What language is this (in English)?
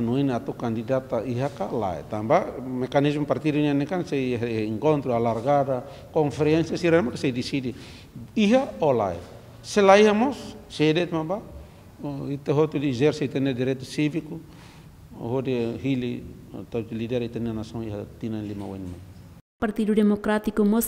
Tetum